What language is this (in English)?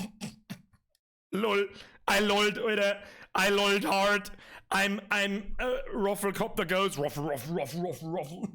Bavarian